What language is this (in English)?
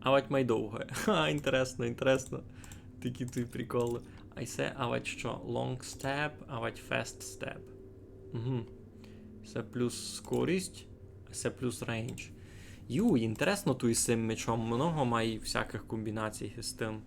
Rusyn